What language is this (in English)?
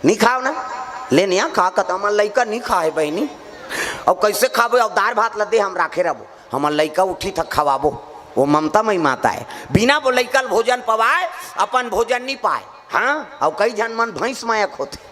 Chhattisgarhi